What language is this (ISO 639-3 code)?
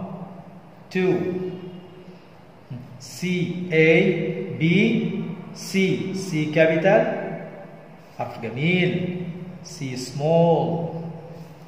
ara